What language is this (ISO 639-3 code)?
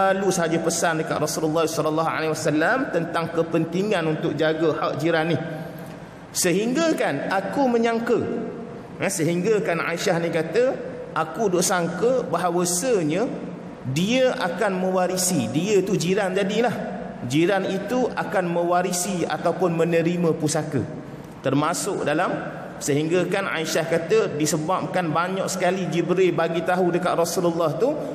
msa